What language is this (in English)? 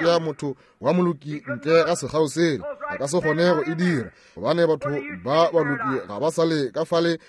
Northern Sotho